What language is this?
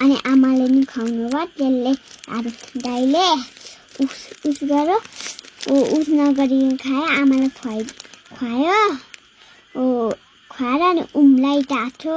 Nepali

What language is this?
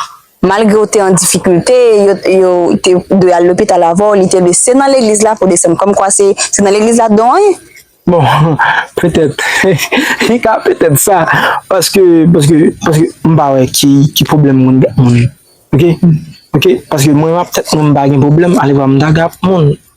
Haitian Creole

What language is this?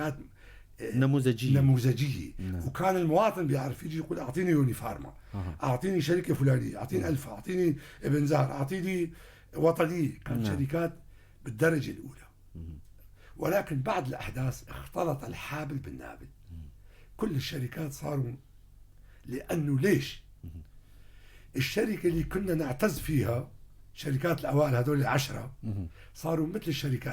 North Levantine Arabic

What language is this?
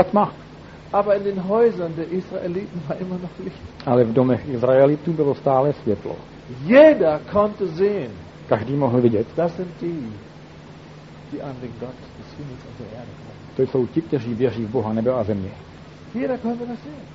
Czech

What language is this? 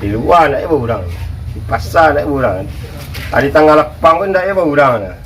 Minangkabau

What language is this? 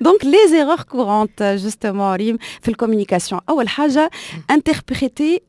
Tunisian Arabic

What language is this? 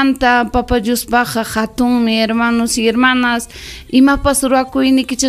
Ayacucho Quechua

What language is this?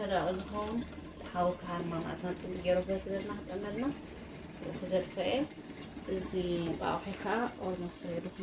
Tigrinya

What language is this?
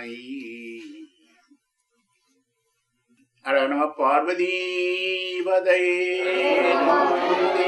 Tamil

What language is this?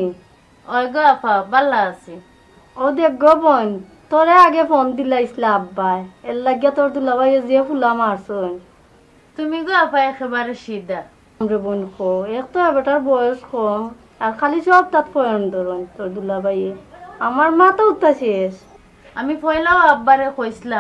Sylheti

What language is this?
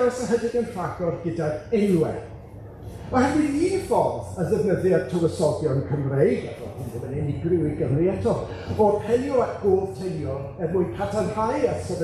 Welsh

